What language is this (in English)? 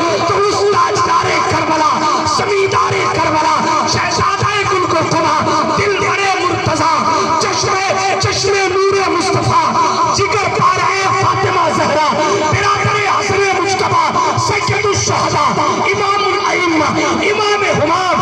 Urdu